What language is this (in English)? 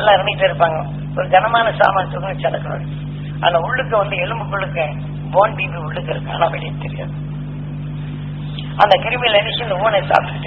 Tamil